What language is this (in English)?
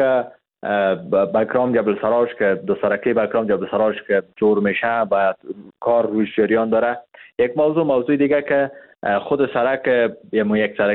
Persian